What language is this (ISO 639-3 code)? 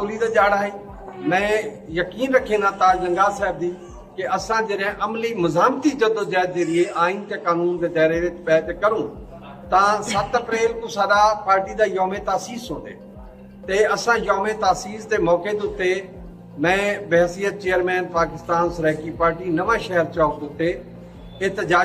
skr